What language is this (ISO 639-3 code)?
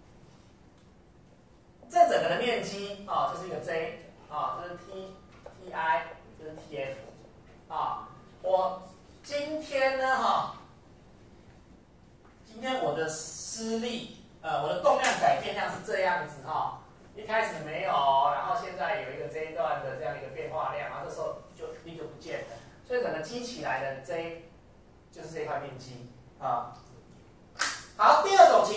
zho